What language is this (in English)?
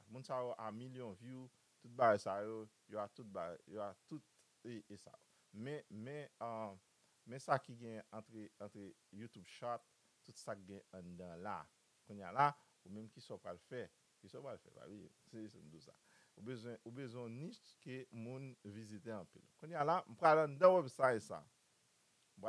Haitian Creole